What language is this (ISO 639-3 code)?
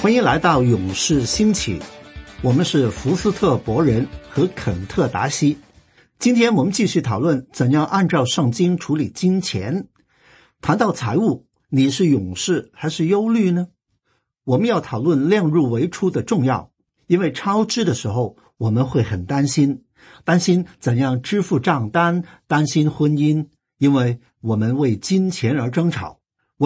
zho